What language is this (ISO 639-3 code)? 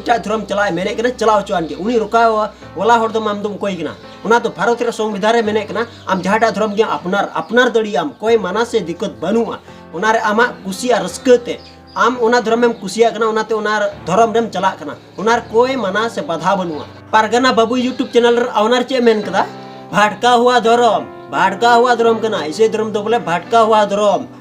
sat